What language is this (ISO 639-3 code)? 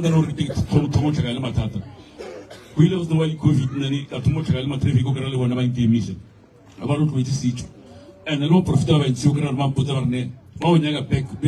nso